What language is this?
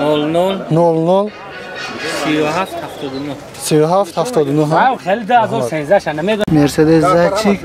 Tajik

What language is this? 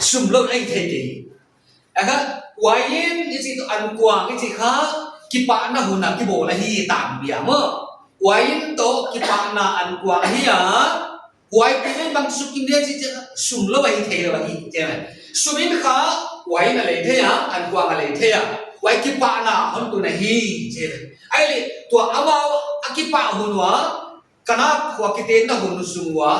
Paite Chin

